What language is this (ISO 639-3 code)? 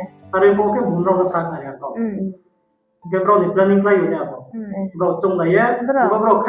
ria